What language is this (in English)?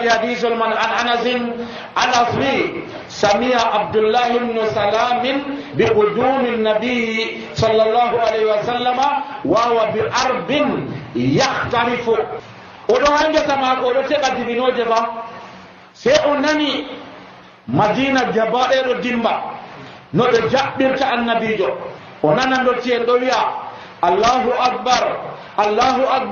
Nigerian Fulfulde